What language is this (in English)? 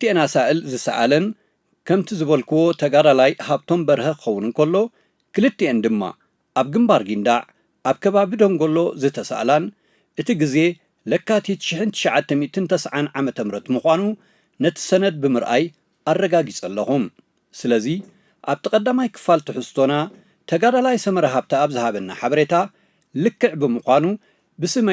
Tigrinya